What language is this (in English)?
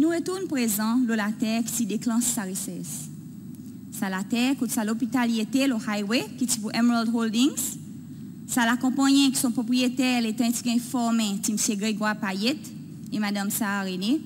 Seselwa Creole French